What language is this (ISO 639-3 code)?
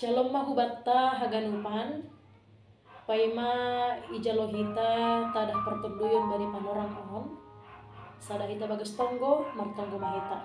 bts